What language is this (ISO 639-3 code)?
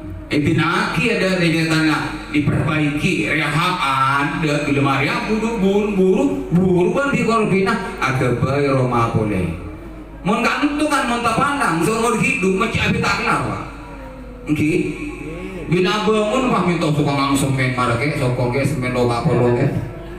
mad